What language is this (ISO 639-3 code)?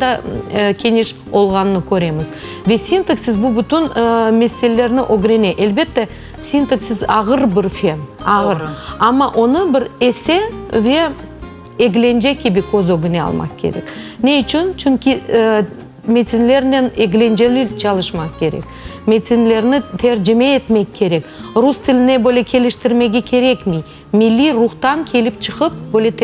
crh